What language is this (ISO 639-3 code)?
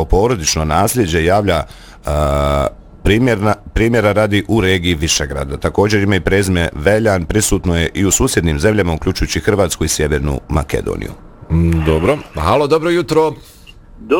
bos